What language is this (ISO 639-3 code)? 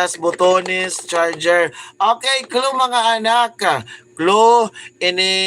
war